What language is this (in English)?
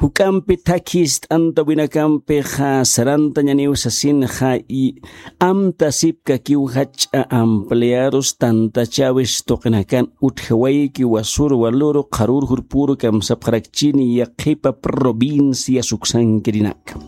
Aymara